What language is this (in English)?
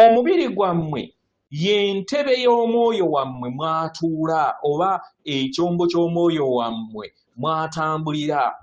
Ganda